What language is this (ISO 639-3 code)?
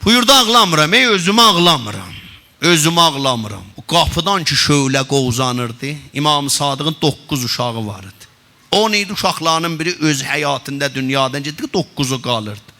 azb